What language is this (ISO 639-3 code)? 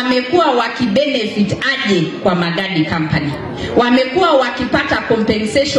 swa